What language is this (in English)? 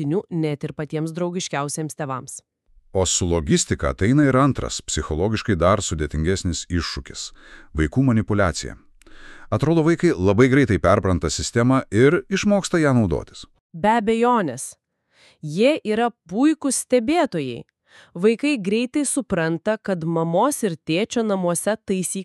Lithuanian